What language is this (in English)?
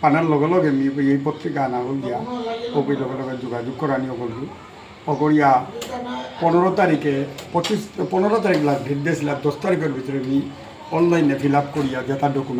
Bishnupriya